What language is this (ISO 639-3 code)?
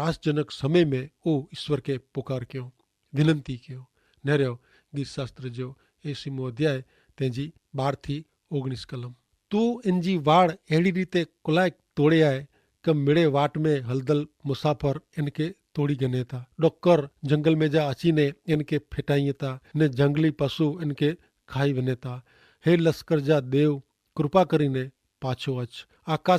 kfr